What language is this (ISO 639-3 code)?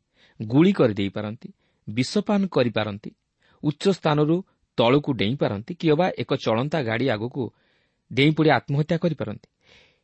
ori